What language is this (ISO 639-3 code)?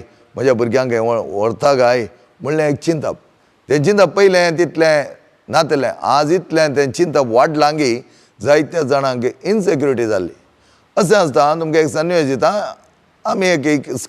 kok